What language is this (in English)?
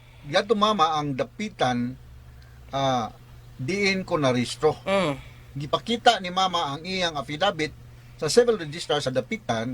Cebuano